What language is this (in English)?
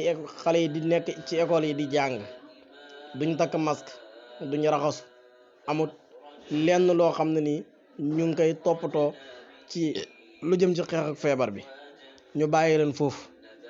Wolof